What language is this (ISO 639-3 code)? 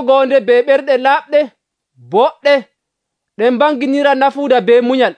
fuv